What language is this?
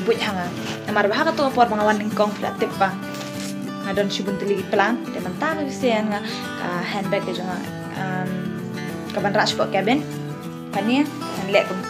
Khasi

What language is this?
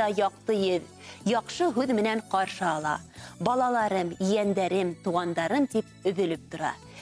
Bashkir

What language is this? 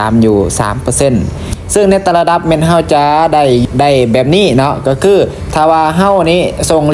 Lao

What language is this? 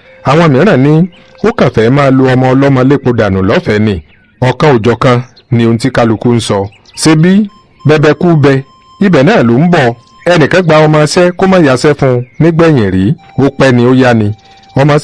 Yoruba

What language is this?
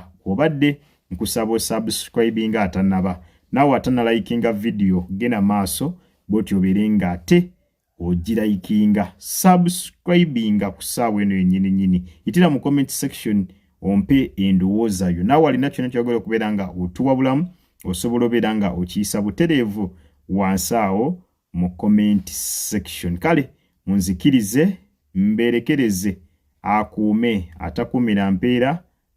Ganda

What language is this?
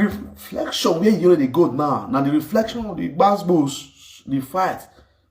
Nigerian Pidgin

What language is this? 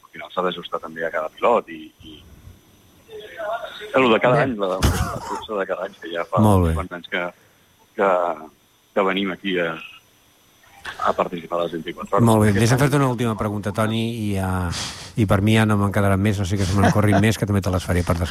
Catalan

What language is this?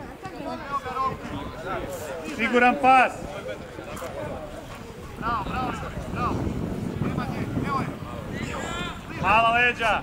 Croatian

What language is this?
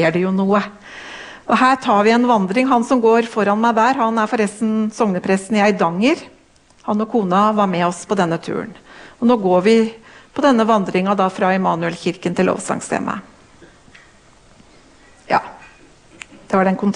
Norwegian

